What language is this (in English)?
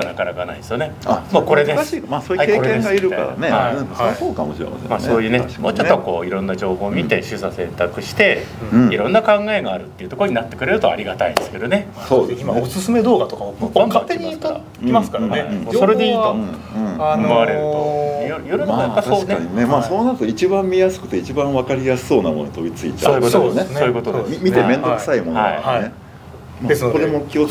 Japanese